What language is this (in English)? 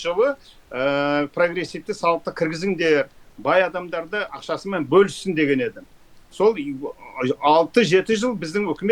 Kazakh